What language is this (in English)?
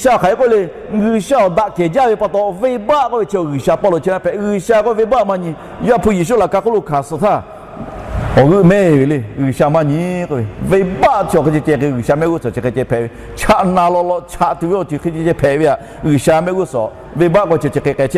Lahu